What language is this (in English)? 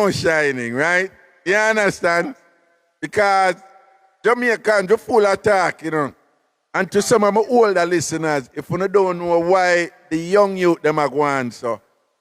Jamaican Creole English